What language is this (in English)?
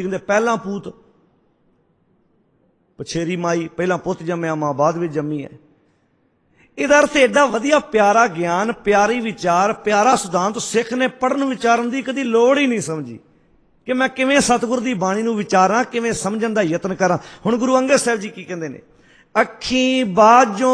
Punjabi